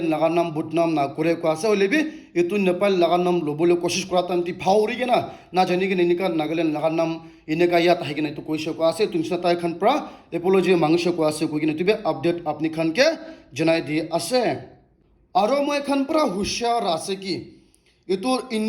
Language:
Naga Pidgin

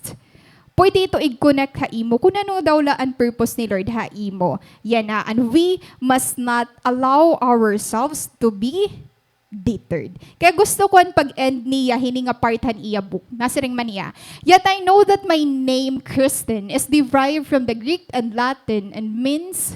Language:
Waray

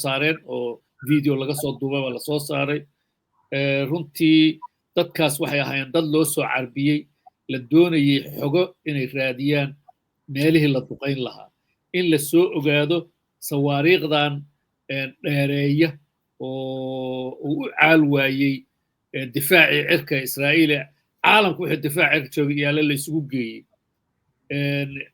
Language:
Somali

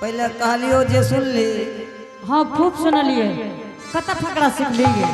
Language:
Angika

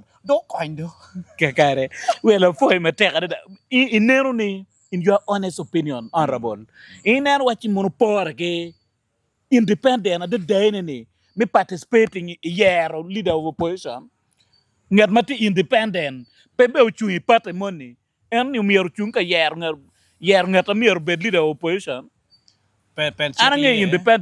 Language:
Acoli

